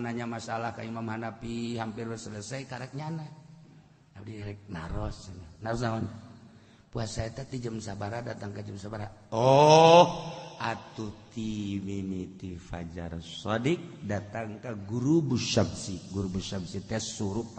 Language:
Sundanese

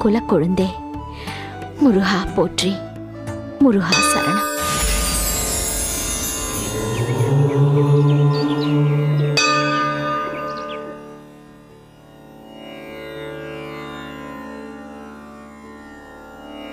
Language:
Tamil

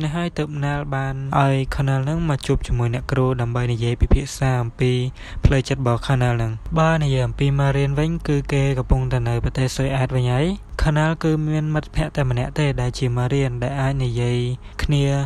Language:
Khmer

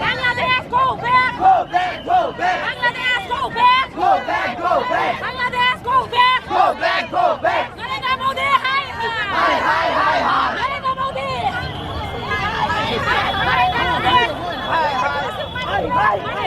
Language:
Kok Borok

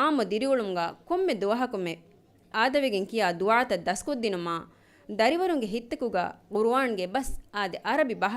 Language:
Divehi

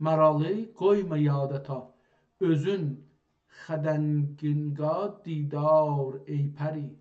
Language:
South Azerbaijani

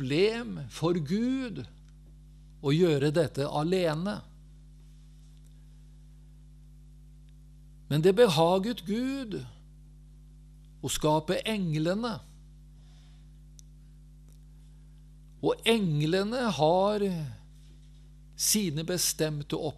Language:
Norwegian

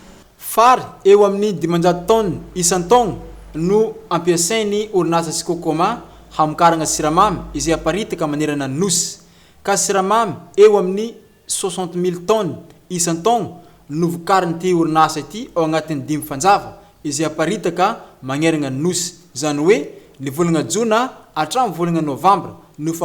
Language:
Malagasy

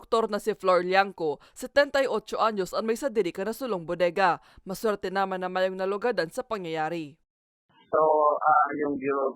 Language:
Bikol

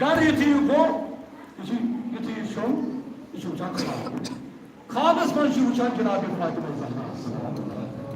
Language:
Kashmiri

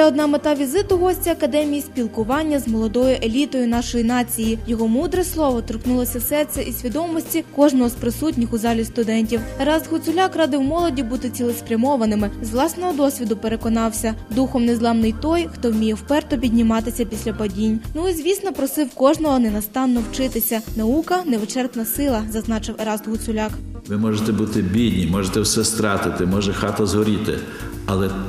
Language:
Ukrainian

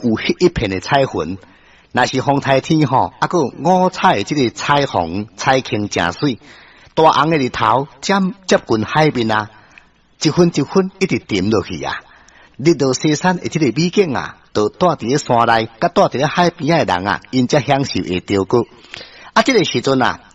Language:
Min Nan Chinese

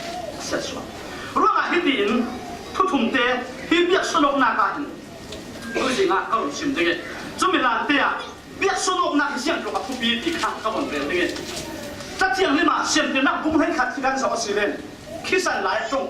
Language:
Falam Chin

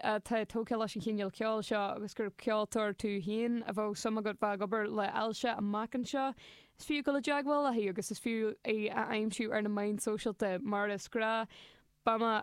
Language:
Irish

